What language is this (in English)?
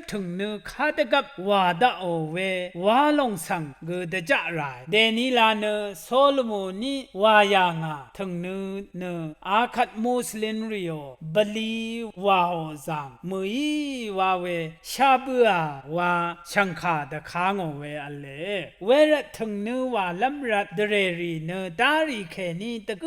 Rawang